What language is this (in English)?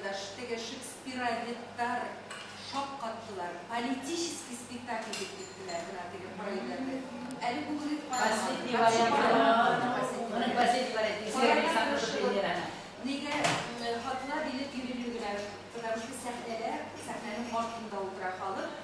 Bashkir